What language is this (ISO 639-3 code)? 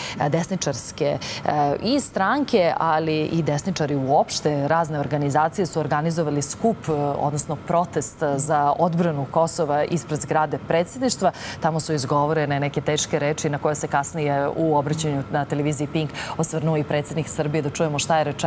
srp